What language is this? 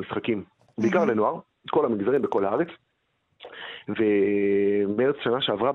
Hebrew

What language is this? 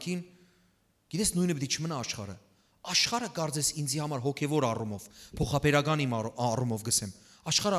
Western Armenian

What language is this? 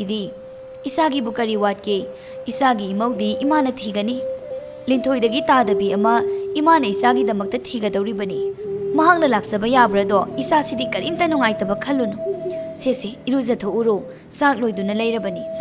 Manipuri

